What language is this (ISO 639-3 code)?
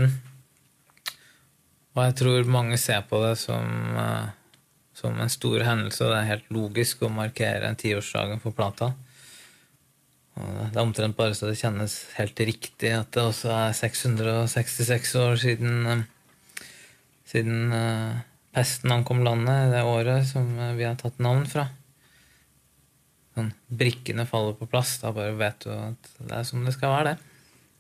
nor